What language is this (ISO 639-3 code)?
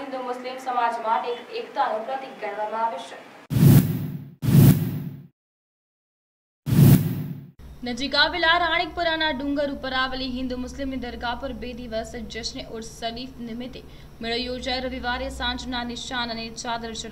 guj